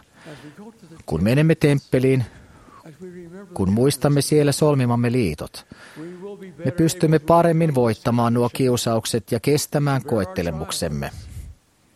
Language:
Finnish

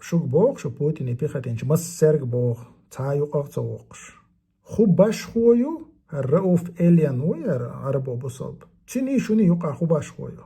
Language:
Chechen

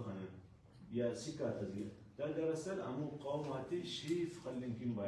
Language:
Brahui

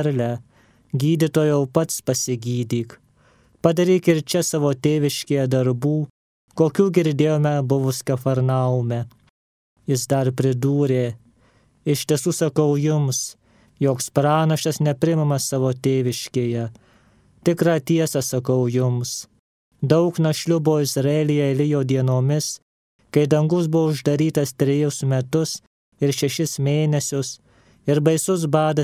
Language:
Lithuanian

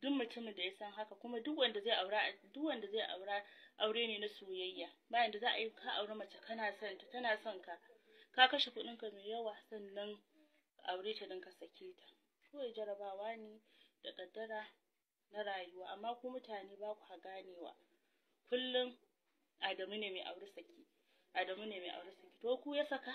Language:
Hausa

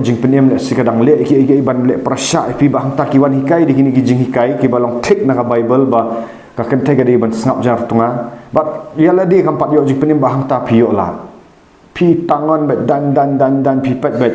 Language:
Khasi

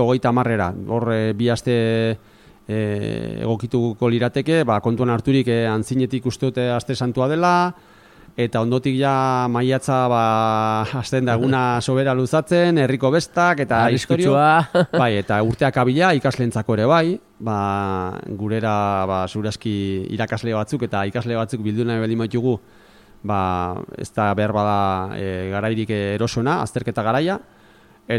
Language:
Basque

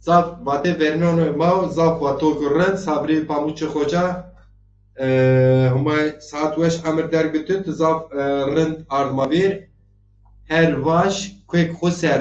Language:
Zaza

